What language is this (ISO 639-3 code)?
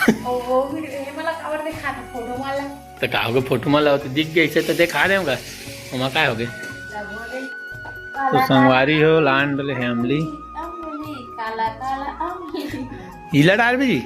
hne